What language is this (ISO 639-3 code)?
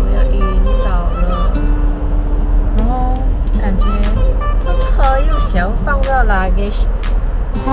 zho